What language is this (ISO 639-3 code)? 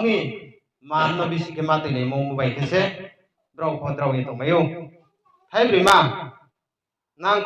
ria